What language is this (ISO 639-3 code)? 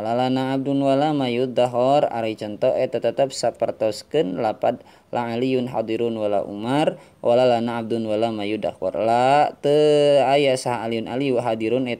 sun